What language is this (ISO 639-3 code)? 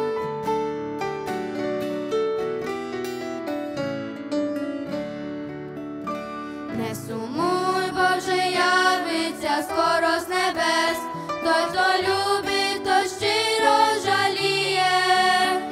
ukr